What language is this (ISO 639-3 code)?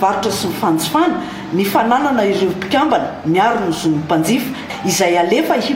mlg